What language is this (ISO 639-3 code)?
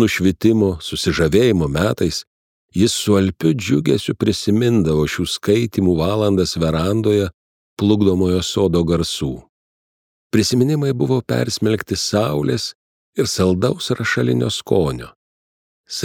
lit